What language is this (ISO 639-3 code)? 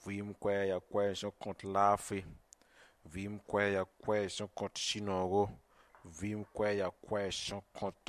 mos